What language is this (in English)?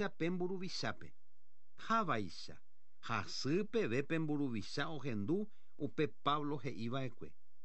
Guarani